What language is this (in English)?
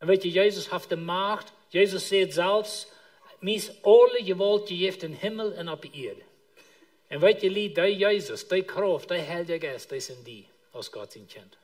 Plautdietsch